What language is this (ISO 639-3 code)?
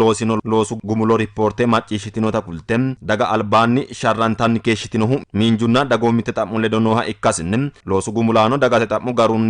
sid